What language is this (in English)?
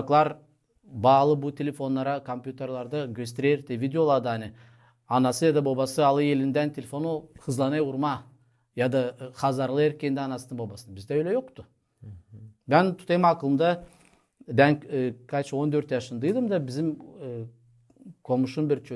Gagauz